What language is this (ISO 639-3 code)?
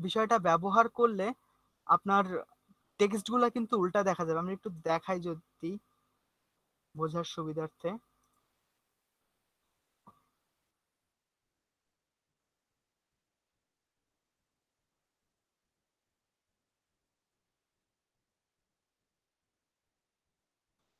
ben